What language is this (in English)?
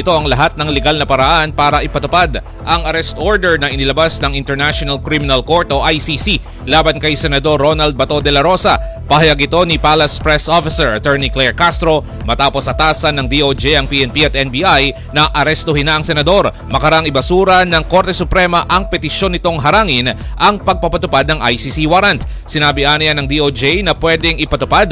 Filipino